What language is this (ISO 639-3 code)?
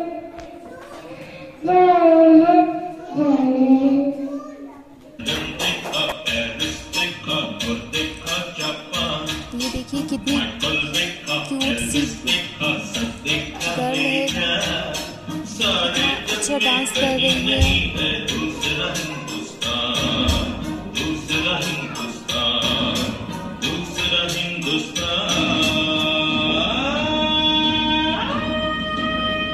hin